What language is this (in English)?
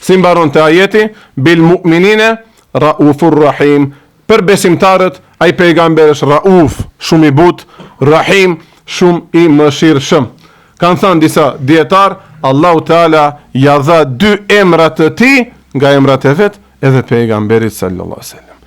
Albanian